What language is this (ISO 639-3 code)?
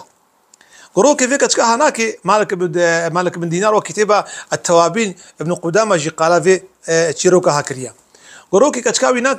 kur